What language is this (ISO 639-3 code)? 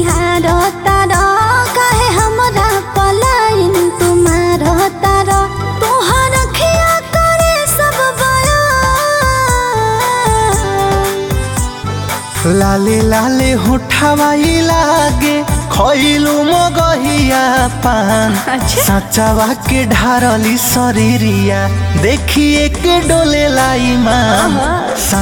bho